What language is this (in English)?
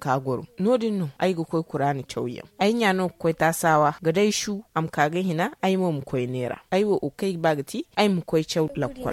Zarma